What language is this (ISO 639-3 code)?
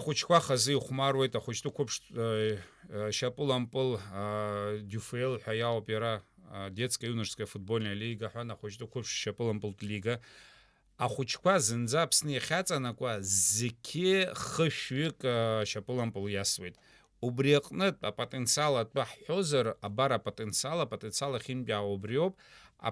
abk